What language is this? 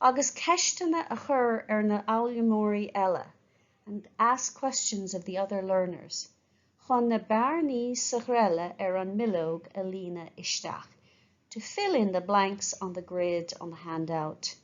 Irish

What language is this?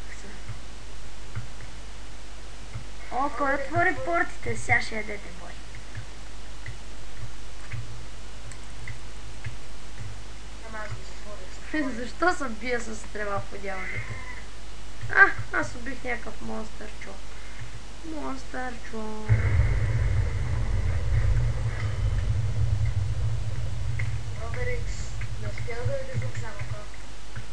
Bulgarian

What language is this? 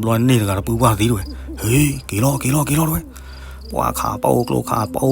S'gaw Karen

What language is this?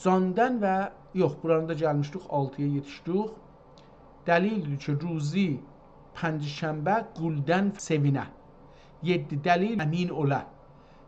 South Azerbaijani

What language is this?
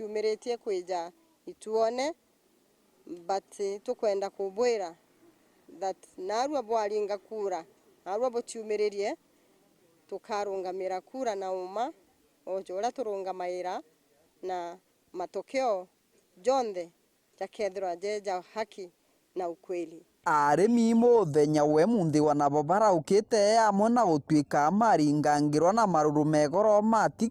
Meru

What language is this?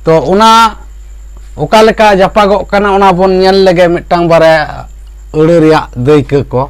Santali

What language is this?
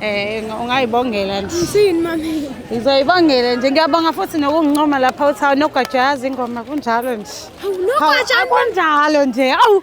Zulu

